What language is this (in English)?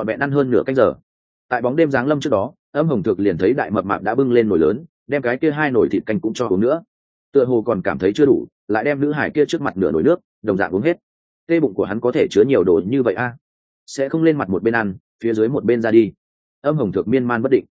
Vietnamese